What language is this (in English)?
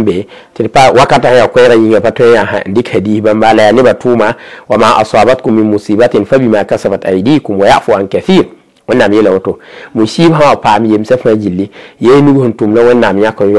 Mossi